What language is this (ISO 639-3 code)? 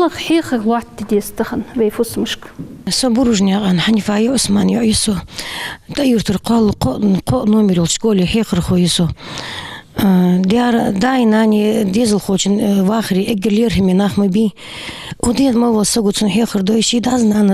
inh